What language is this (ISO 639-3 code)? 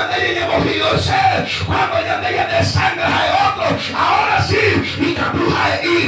grn